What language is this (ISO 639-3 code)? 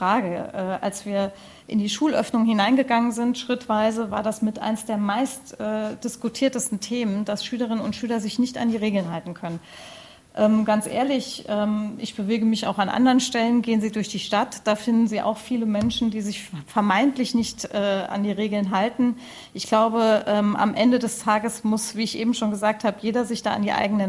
deu